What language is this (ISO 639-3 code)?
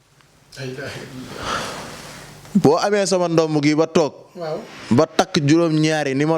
wol